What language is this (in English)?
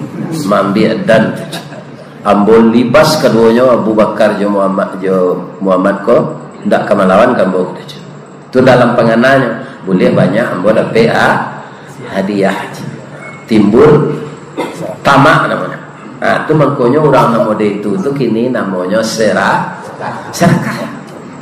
Minangkabau